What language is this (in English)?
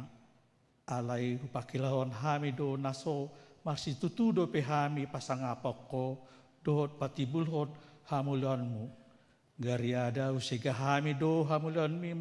Batak Toba